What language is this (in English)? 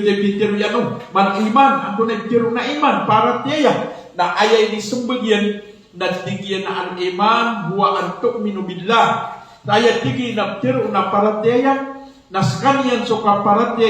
Maranao